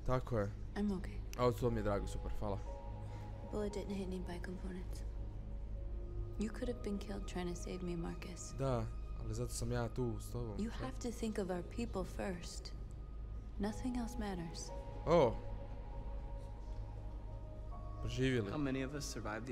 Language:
Croatian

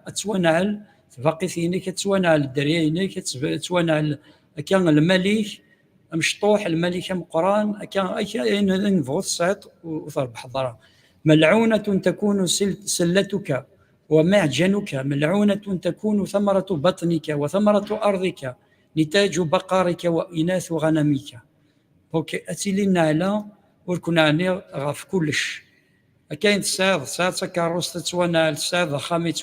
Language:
Kabyle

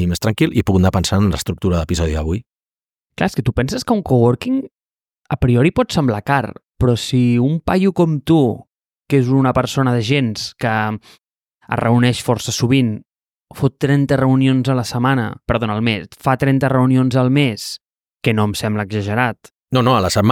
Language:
Catalan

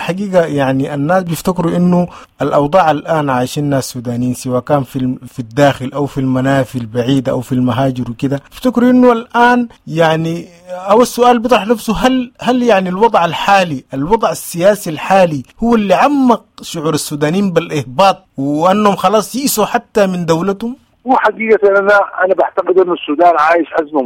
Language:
Sudanese Arabic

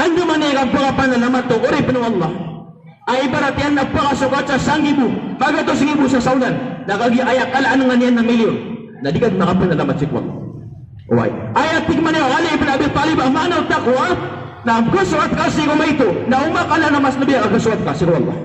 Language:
Maranao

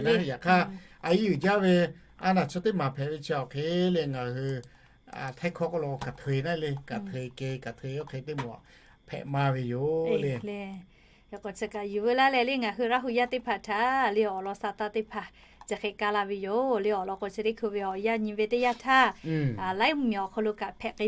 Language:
Lahu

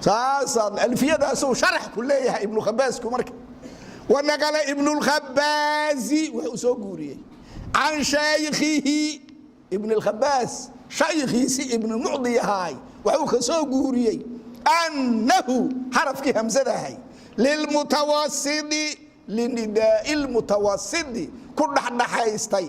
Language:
Somali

